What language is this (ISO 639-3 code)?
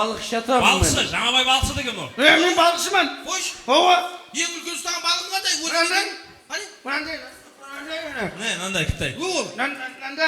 kaa